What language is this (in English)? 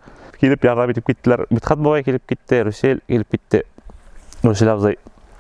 Bashkir